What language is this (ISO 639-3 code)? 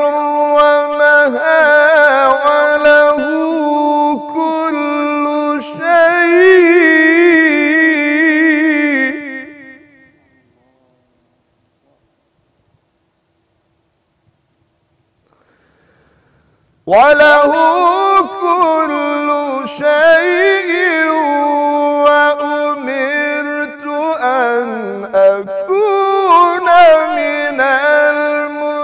ara